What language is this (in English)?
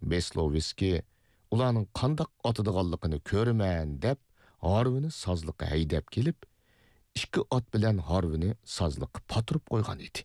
Uyghur